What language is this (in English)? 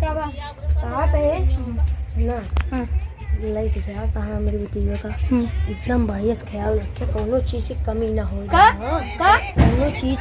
Awadhi